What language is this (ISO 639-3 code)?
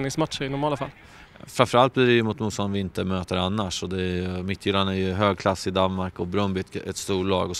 swe